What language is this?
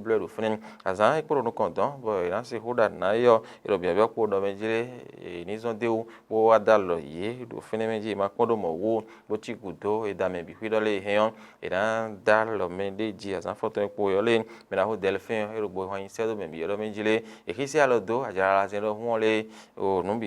Fon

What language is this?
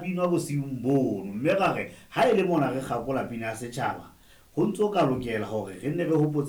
Southern Sotho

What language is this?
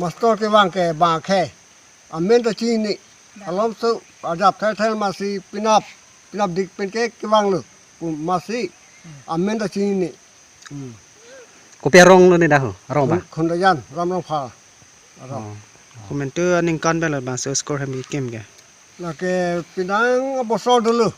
Karbi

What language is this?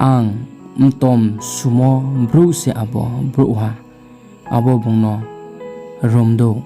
Riang (India)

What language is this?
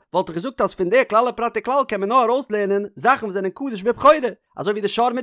Yiddish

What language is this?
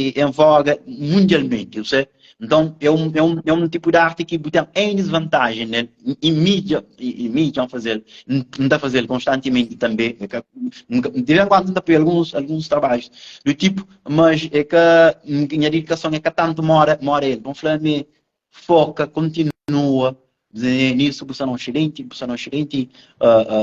Kabuverdianu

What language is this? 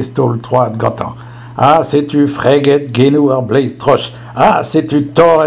Breton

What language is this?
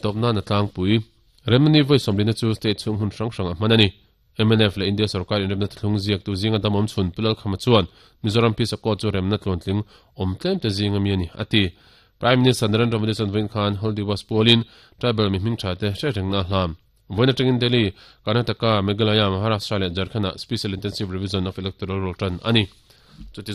Mizo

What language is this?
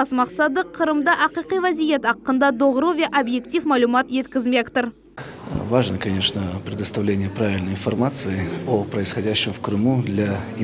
Crimean Tatar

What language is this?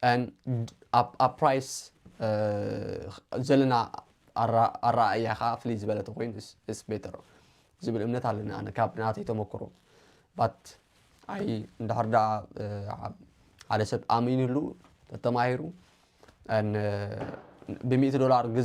Tigrinya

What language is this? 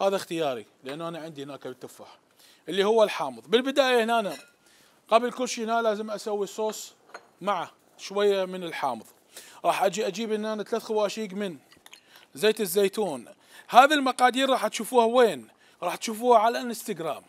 Mesopotamian Arabic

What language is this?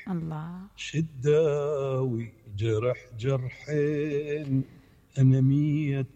Mesopotamian Arabic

